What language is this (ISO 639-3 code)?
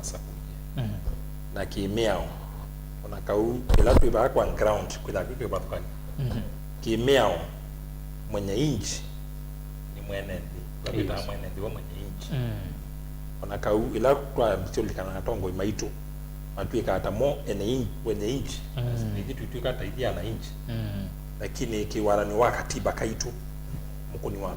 kam